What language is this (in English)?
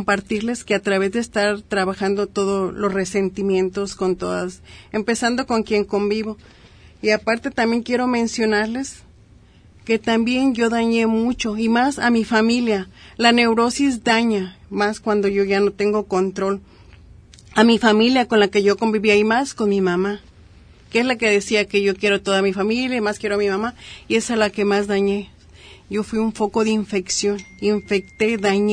Spanish